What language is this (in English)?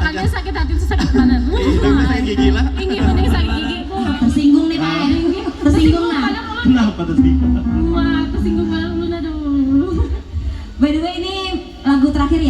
Banjar